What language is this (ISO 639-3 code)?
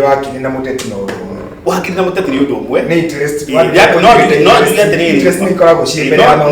kik